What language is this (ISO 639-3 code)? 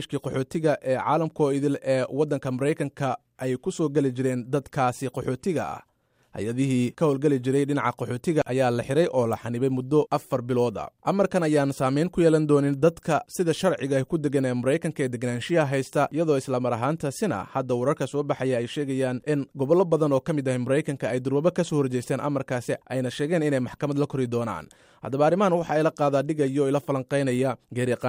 som